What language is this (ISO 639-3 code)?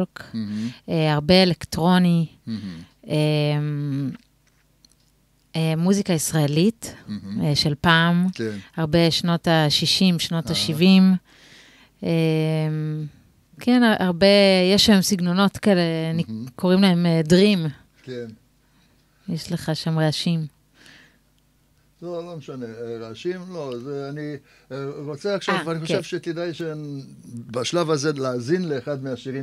heb